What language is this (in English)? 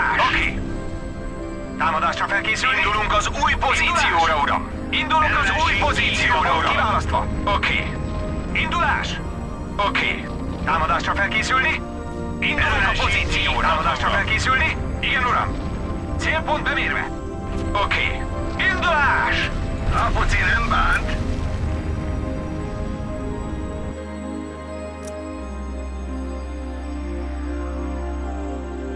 Hungarian